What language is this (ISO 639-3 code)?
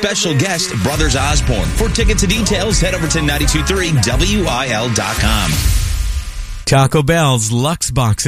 eng